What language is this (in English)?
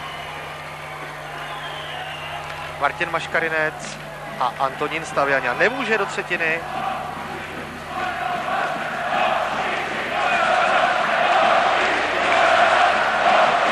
Czech